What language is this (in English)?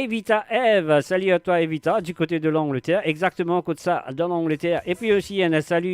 Morisyen